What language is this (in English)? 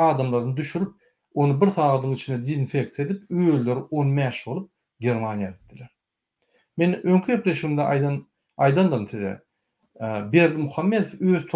Turkmen